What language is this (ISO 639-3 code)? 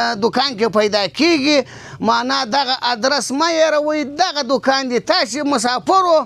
pus